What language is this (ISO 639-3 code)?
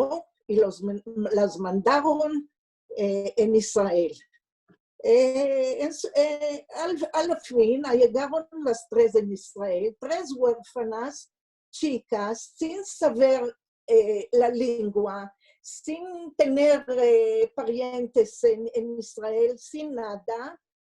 lad